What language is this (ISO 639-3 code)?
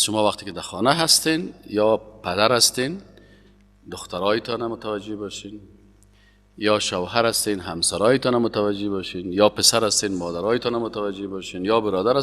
fas